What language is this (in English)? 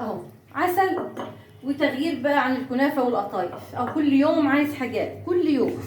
Egyptian Arabic